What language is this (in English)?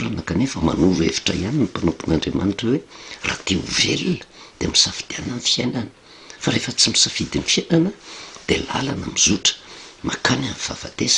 Malagasy